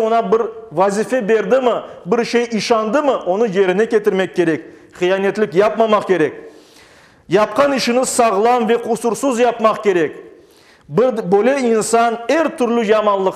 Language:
Crimean Tatar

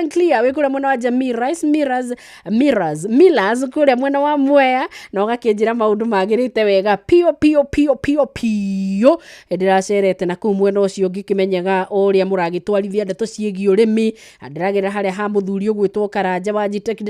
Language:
Kikuyu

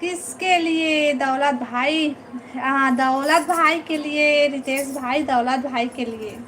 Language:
Chhattisgarhi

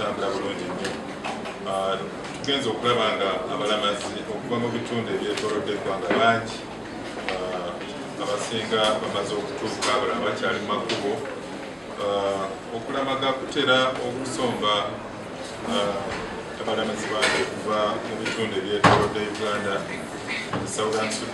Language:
Ganda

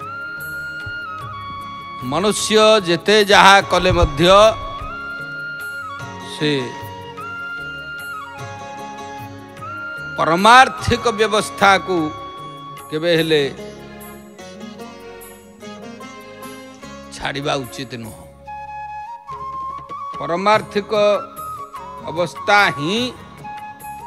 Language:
Odia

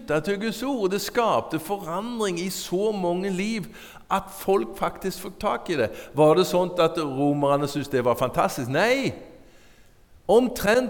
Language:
Norwegian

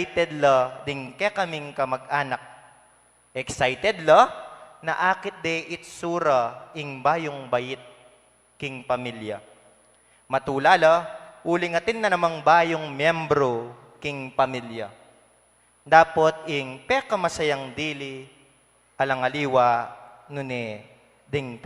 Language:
Pampanga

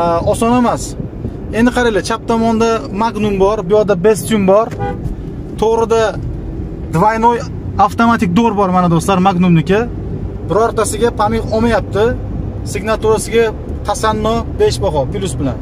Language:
Uzbek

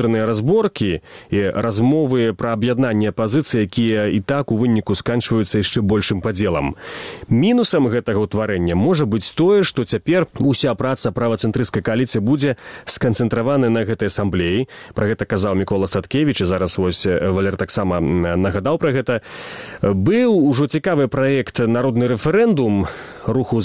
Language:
Belarusian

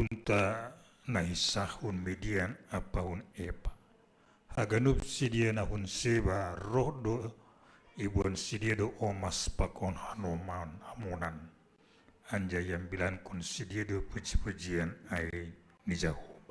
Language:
Batak Simalungun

